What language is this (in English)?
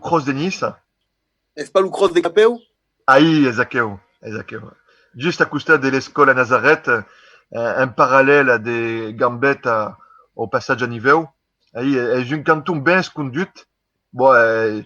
Occitan